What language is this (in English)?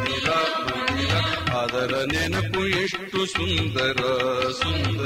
Kannada